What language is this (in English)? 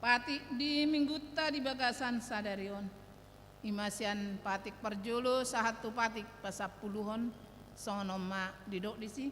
Batak Toba